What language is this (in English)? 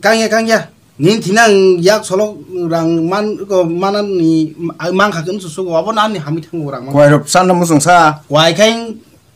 Kok Borok